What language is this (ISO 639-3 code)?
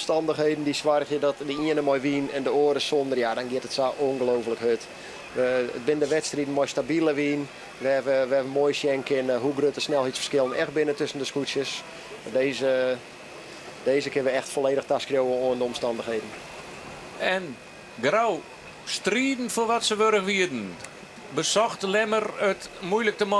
fry